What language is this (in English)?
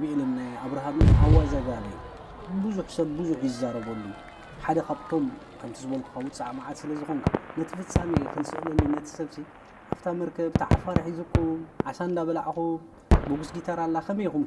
Tigrinya